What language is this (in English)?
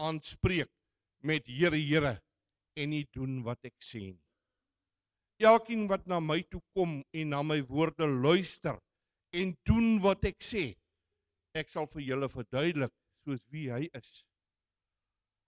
Afrikaans